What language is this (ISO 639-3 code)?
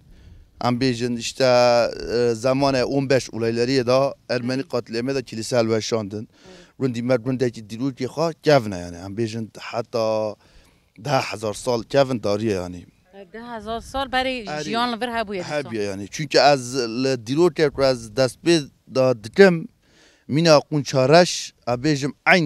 kur